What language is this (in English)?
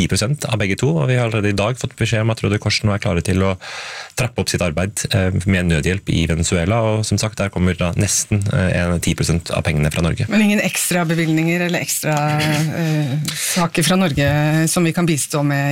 Norwegian